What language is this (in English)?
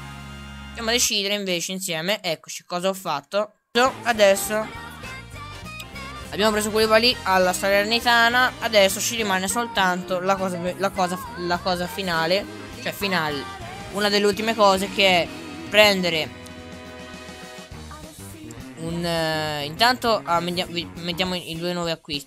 Italian